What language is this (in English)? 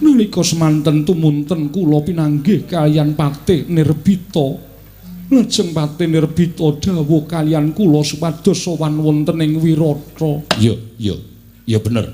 Javanese